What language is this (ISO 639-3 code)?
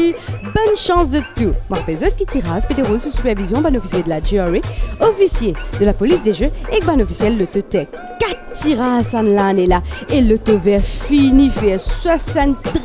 mfe